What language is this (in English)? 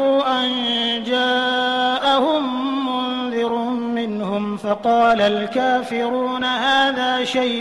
Maranao